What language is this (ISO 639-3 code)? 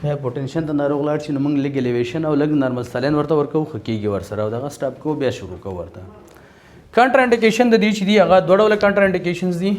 pus